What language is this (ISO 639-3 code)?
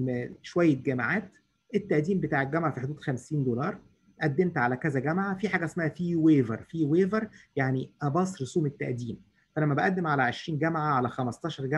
arz